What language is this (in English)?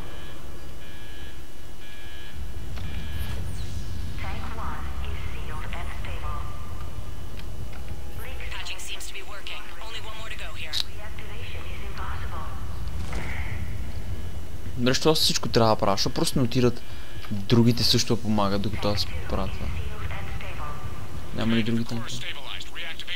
Bulgarian